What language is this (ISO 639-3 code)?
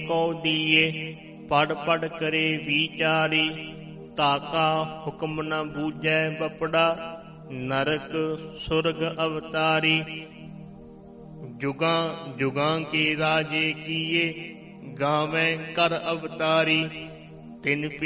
pan